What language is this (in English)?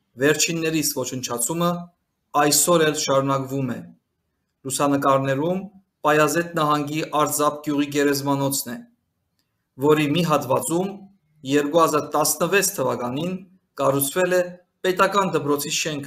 Armenian